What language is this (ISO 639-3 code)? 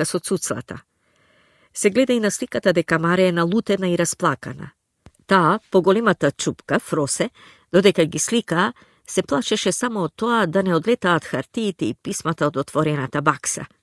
mkd